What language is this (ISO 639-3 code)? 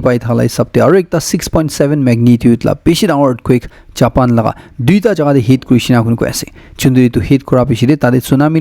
nag